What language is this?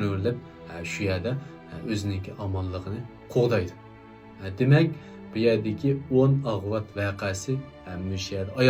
Uyghur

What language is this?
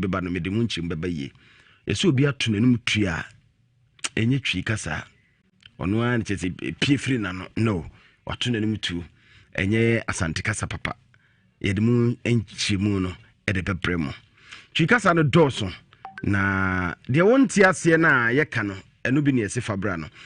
Akan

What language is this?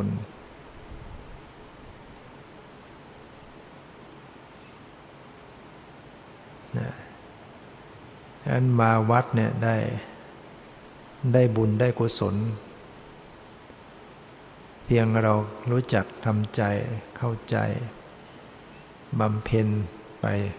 Thai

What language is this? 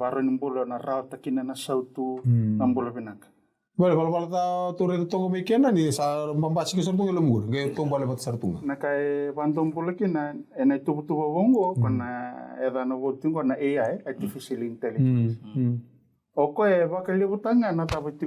Fijian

